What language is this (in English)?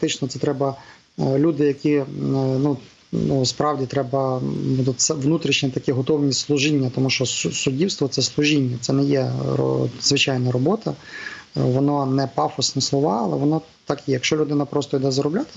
Ukrainian